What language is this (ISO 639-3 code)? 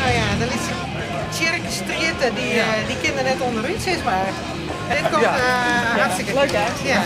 fry